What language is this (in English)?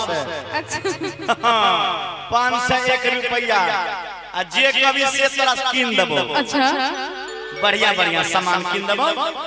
Maithili